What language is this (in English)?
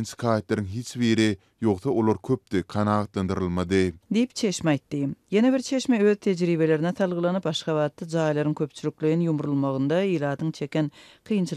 Turkmen